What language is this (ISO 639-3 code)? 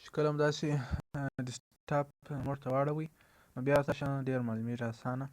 pus